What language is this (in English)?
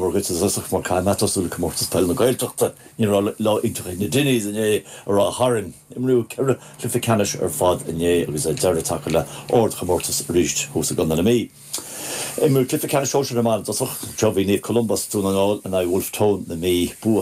Irish